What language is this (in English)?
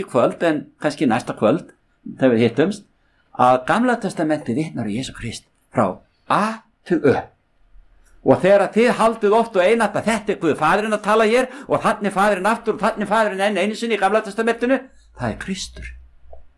Icelandic